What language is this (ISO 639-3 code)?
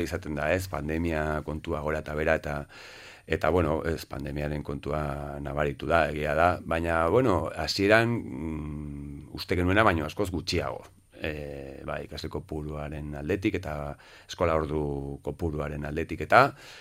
eus